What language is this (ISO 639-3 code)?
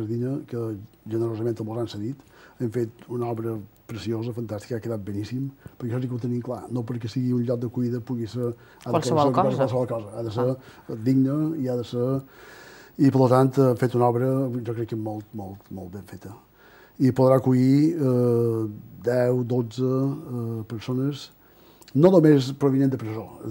cat